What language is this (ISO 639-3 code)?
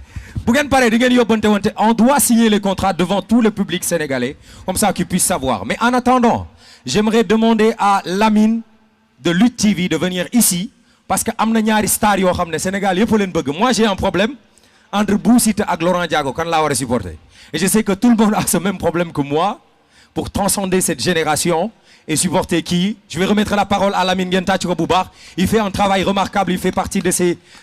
wol